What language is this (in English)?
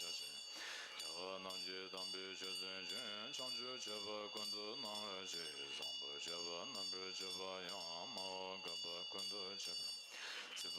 Tibetan